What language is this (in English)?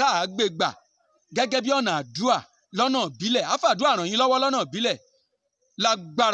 Yoruba